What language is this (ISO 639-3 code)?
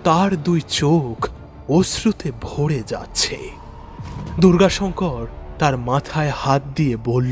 ben